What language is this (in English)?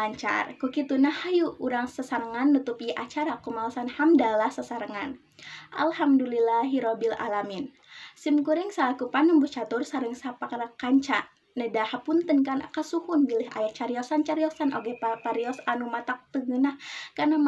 Sundanese